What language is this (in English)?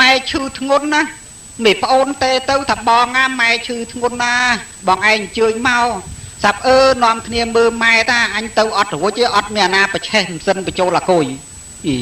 Khmer